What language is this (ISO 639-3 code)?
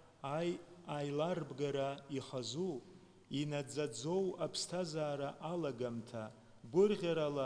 abk